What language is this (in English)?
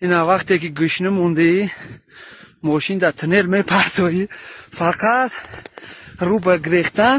Tajik